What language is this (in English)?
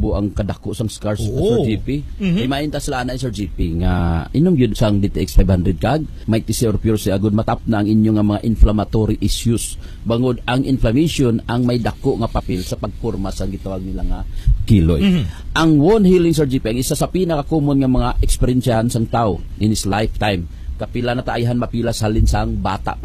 Hiligaynon